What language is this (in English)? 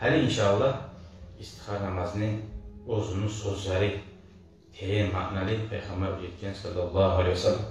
Kumyk